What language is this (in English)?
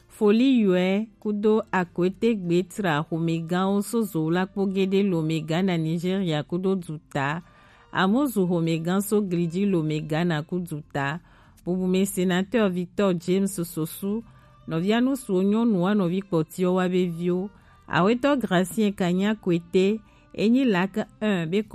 Gen